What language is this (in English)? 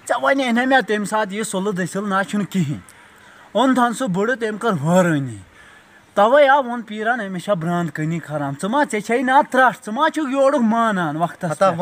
Kashmiri